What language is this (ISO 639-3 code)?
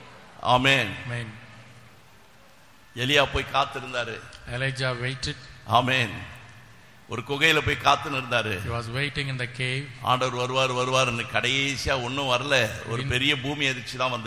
tam